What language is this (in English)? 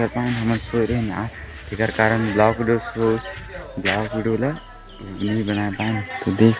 Chhattisgarhi